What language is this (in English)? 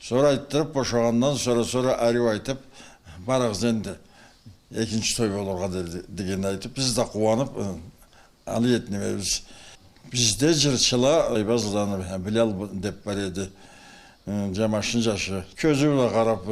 Karachay-Balkar